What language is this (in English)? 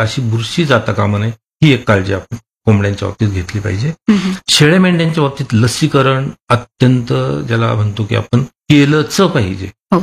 Marathi